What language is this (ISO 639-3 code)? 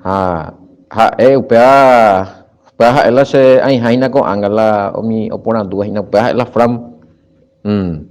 grn